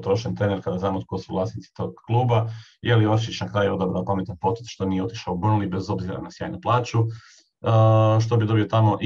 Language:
Croatian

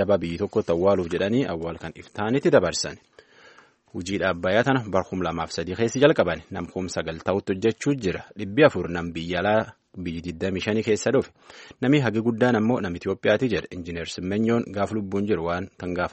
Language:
Somali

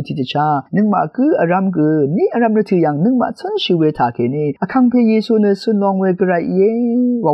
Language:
Rawang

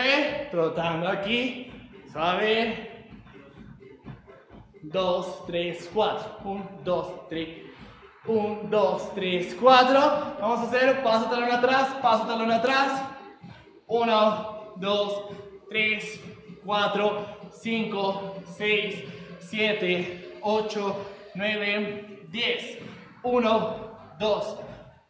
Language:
Spanish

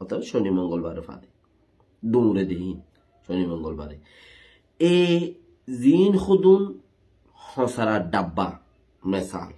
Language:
Rohingya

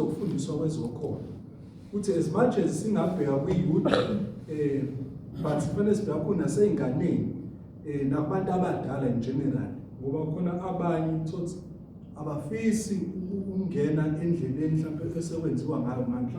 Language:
Zulu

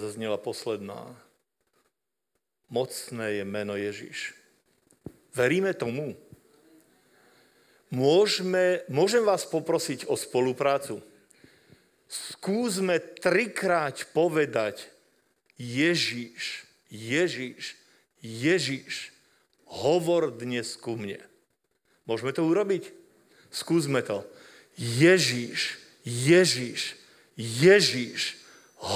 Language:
Slovak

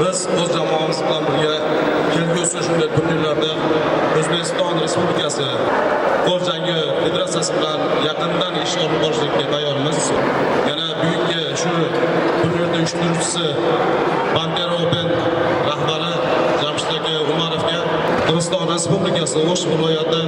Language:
Uzbek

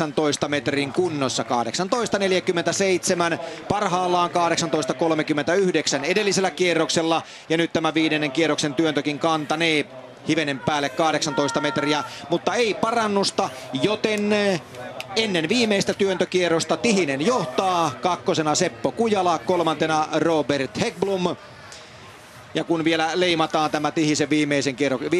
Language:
Finnish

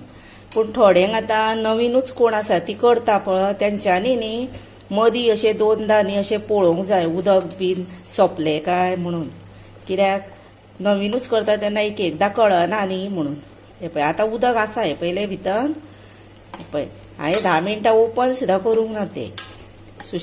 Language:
Konkani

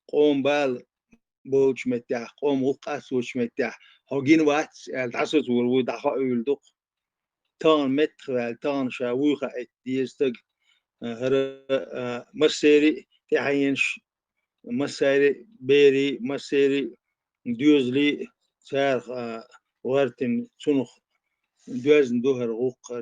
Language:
Chechen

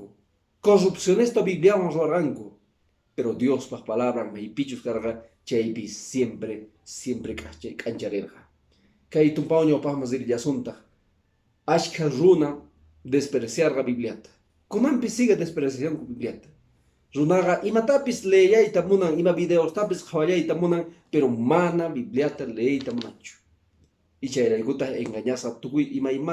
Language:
Quechua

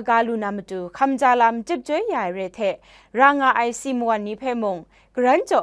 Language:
Kachin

